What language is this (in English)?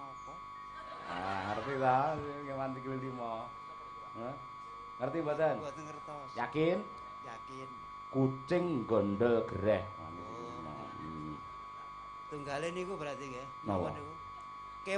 Javanese